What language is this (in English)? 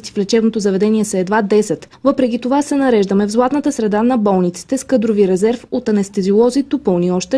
Bulgarian